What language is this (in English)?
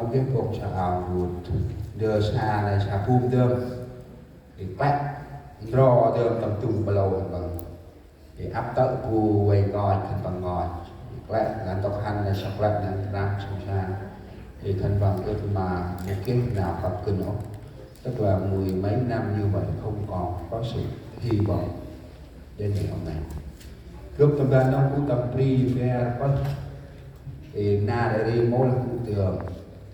Central Mnong